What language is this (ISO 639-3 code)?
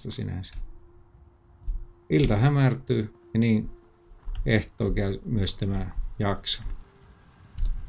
fin